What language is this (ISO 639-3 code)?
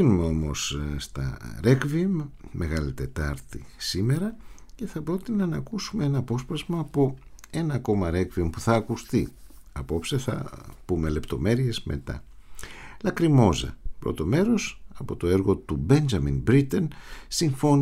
ell